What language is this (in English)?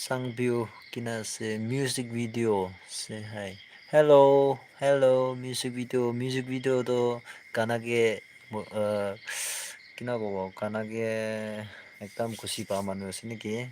Naga Pidgin